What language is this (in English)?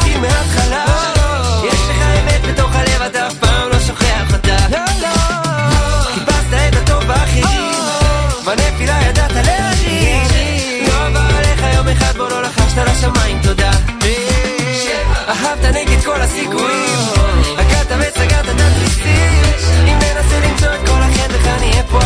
Hebrew